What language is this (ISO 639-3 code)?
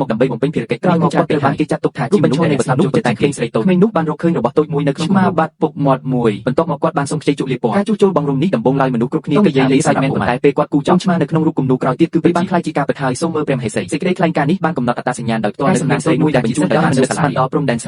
khm